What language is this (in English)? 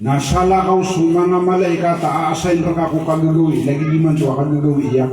Maranao